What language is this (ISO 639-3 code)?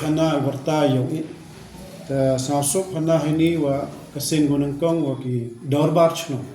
kha